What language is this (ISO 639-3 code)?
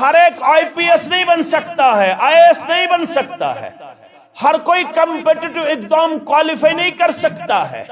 kas